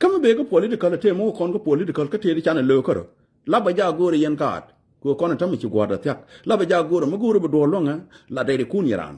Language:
Nuer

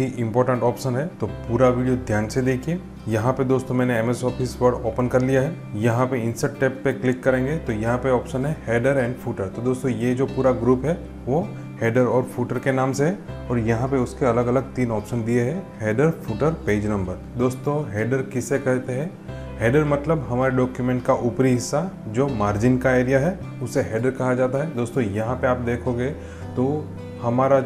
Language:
Hindi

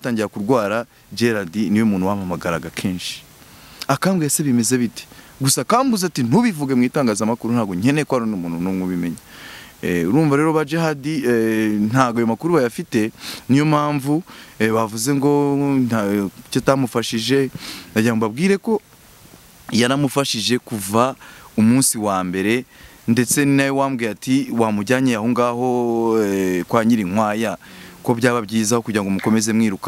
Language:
Kinyarwanda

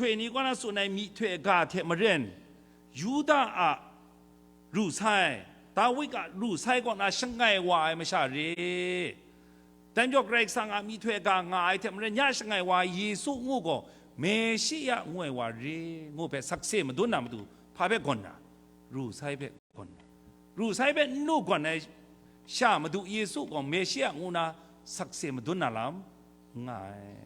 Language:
Kachin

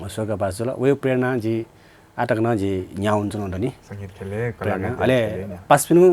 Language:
Newari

